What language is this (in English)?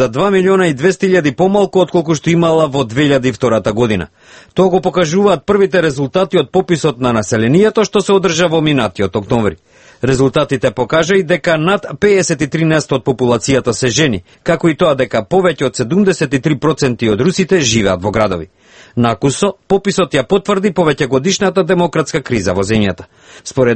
Macedonian